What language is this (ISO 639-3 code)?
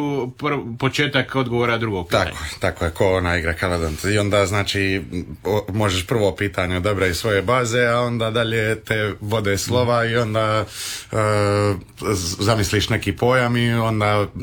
hrv